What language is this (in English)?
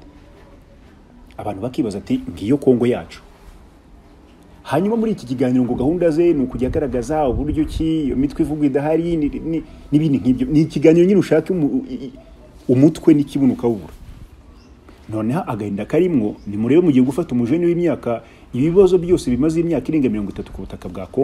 Kinyarwanda